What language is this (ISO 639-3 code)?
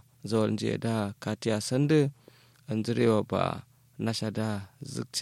kau